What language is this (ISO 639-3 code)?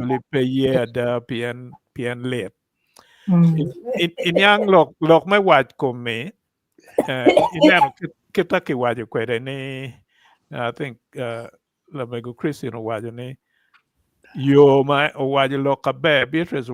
ach